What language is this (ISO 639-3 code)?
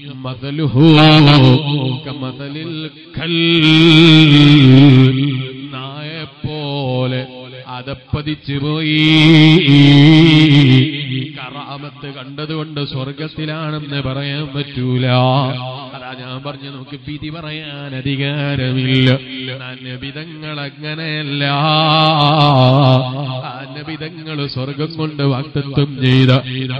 mal